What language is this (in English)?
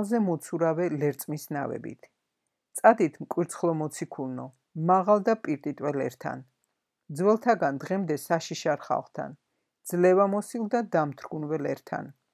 Georgian